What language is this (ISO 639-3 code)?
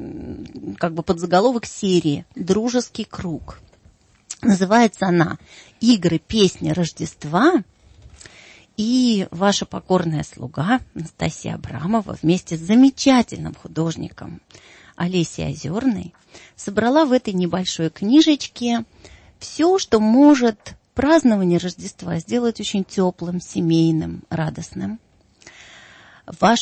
rus